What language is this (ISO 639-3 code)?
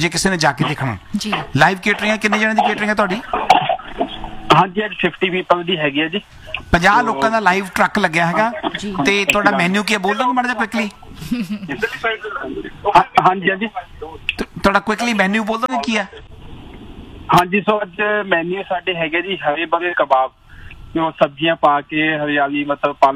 pan